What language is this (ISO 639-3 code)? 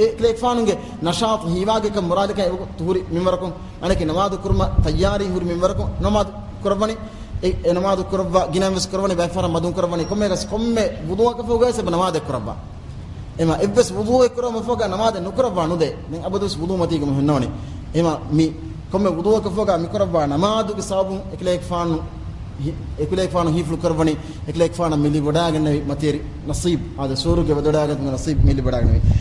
div